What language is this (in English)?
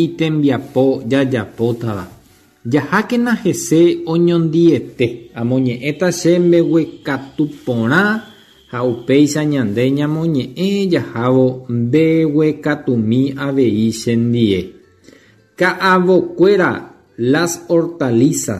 Guarani